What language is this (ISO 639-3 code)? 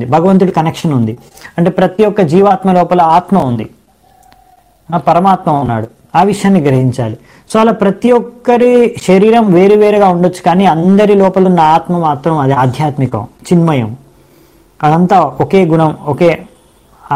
tel